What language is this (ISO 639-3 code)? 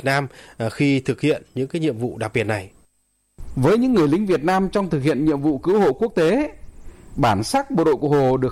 vie